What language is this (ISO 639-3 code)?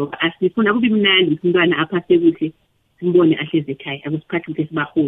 nbl